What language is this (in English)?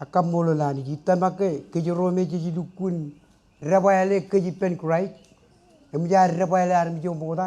Marshallese